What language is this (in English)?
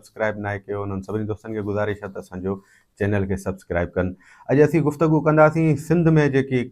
Sindhi